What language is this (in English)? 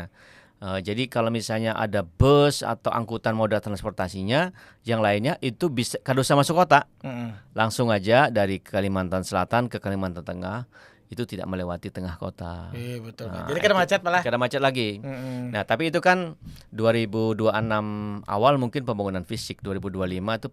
Banjar